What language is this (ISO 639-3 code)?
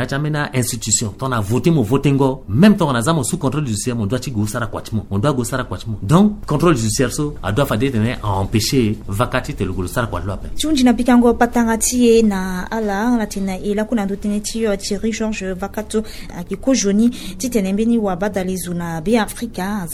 sag